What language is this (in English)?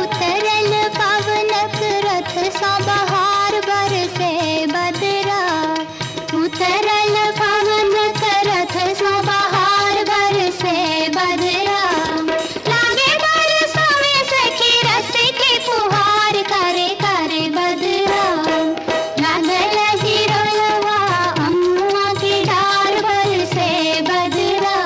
Maithili